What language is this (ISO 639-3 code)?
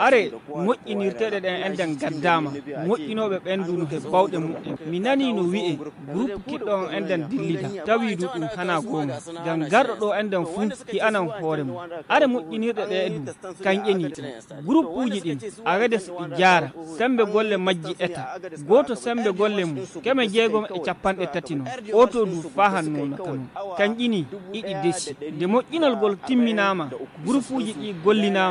ful